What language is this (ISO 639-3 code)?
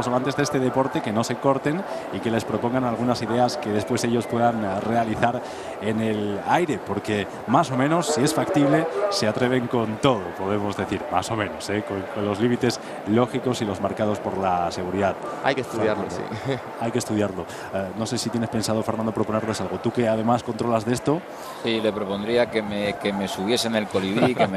spa